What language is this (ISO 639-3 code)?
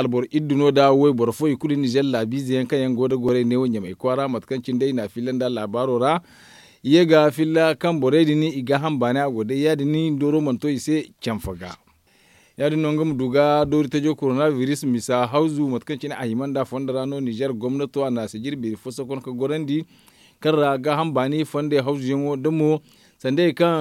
dje